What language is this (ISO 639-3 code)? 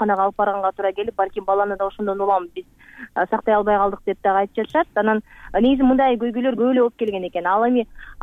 kir